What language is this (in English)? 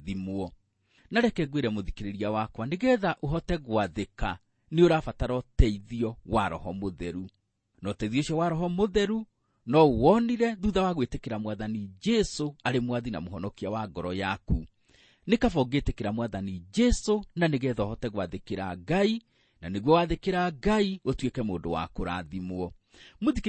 Kikuyu